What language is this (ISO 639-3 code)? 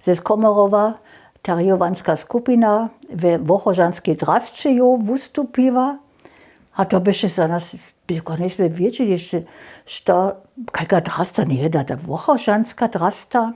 hsb